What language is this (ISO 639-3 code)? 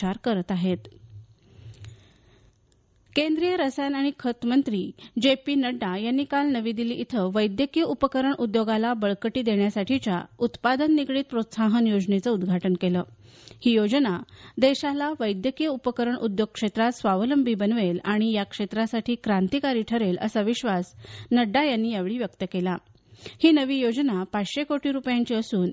mar